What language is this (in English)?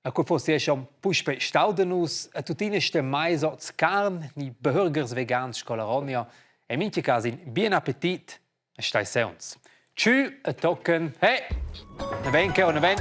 Romansh